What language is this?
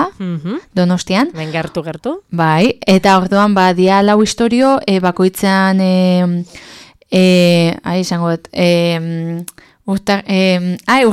Basque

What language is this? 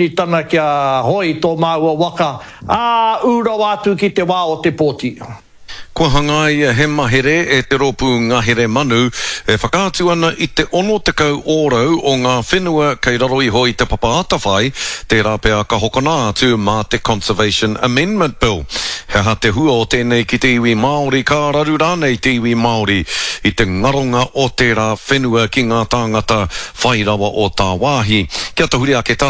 Māori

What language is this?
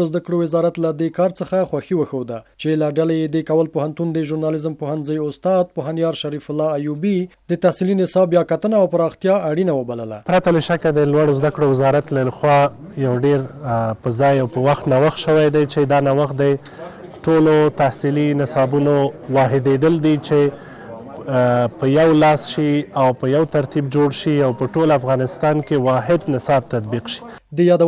Pashto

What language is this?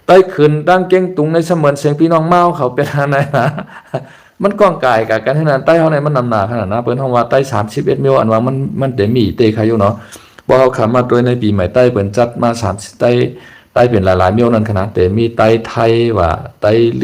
Shan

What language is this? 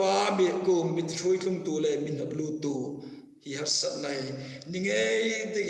Hmar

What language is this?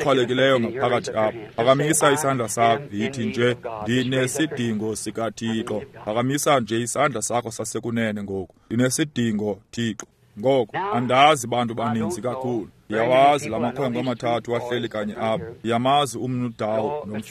Xhosa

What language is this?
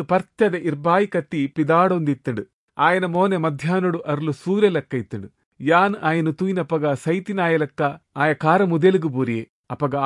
Tulu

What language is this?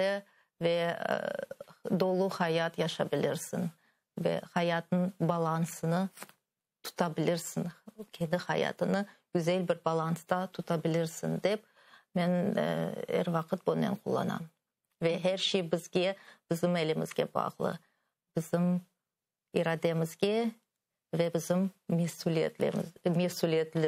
Crimean Tatar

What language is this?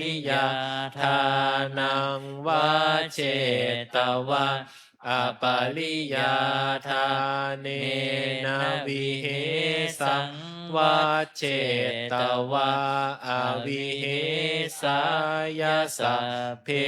Pali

